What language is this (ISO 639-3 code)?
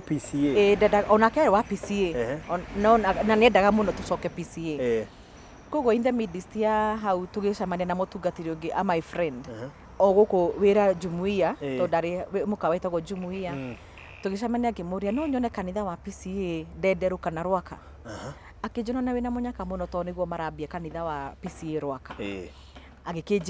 kik